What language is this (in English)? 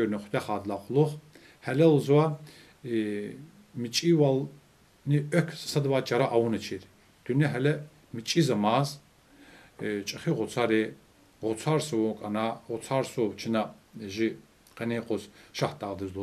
Lezghian